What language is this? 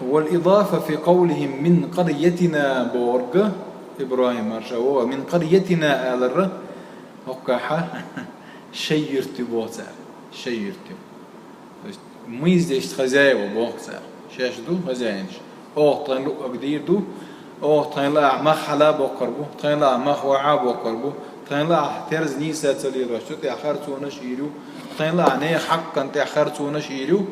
Chechen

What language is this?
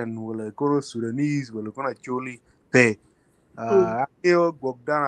Acoli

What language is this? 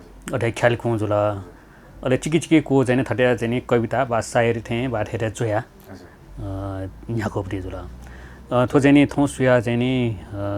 Newari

